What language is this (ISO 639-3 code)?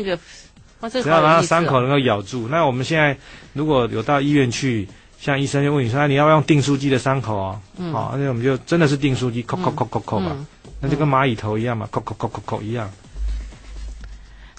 zho